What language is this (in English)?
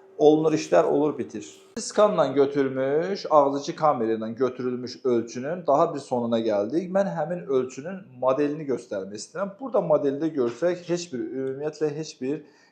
Azerbaijani